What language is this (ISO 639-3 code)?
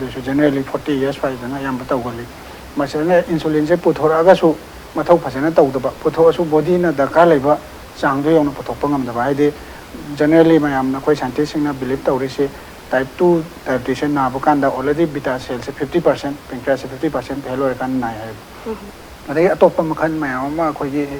mni